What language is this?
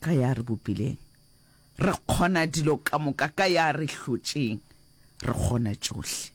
Northern Sotho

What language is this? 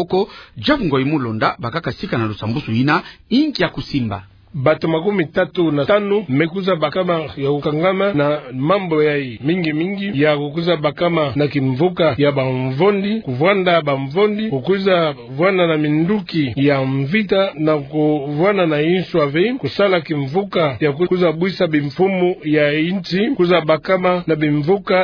Kituba (Democratic Republic of Congo)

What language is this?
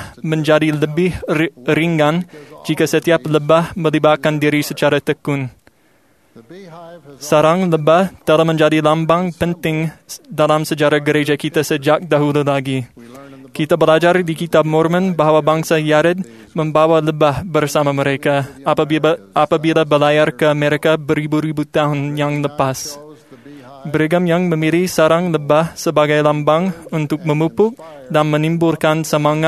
Malay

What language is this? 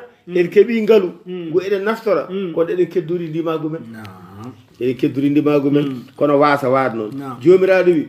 Fula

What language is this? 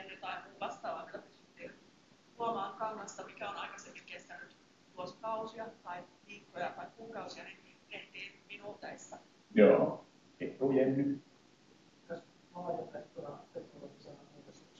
Finnish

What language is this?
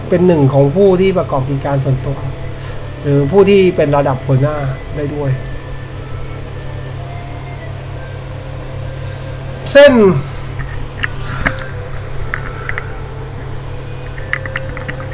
Thai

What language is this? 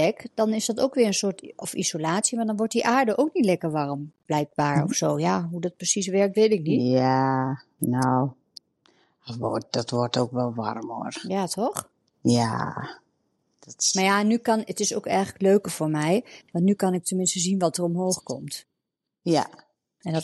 Dutch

